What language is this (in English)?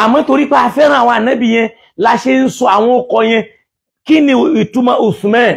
Yoruba